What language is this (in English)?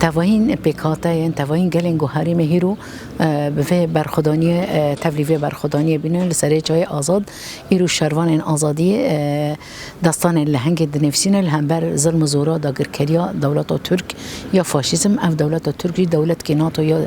Kurdish